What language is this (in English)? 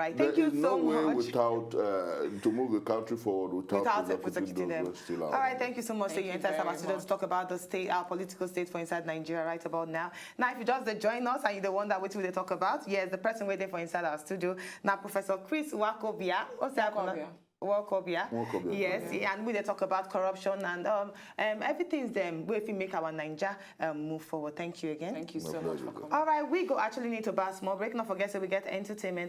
Nigerian Pidgin